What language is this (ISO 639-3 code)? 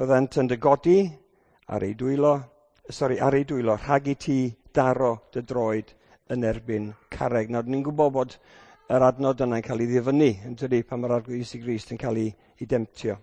cym